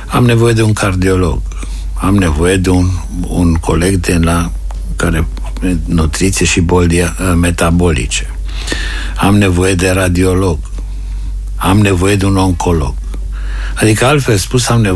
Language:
Romanian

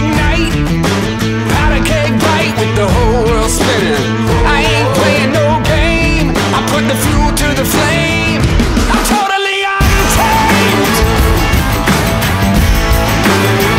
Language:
English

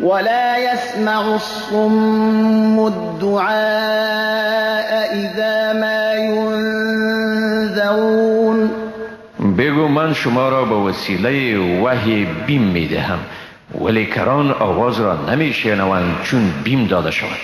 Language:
Persian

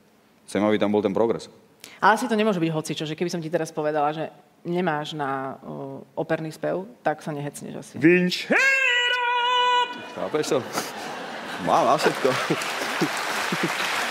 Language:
Slovak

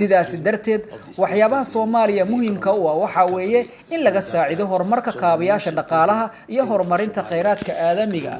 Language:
Somali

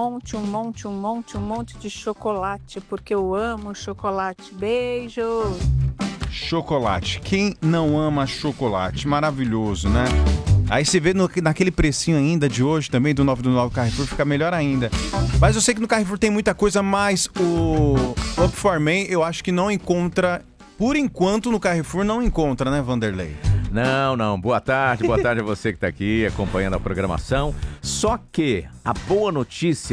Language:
Portuguese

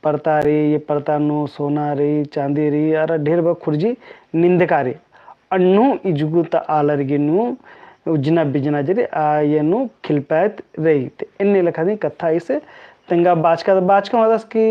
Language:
Kurukh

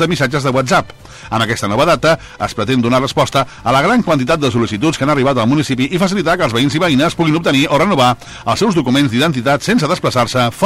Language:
Catalan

